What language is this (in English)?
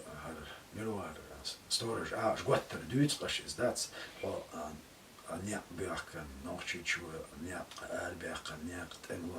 Chechen